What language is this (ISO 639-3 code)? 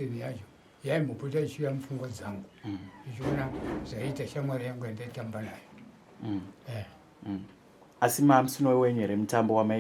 sna